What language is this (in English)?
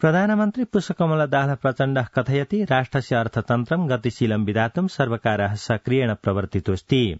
Sanskrit